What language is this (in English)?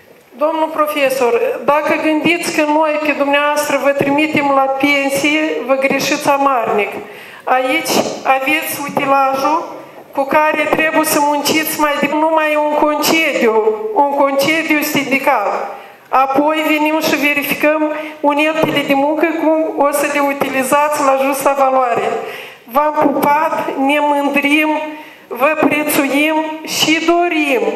Romanian